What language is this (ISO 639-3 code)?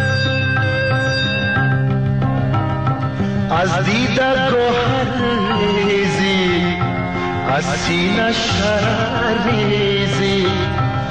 fas